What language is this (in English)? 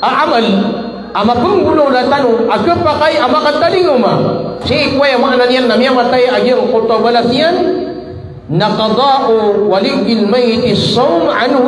Maranao